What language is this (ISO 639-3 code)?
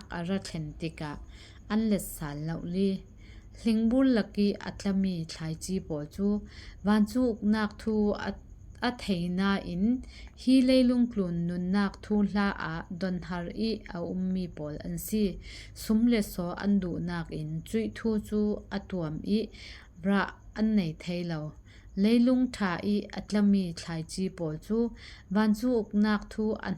cfm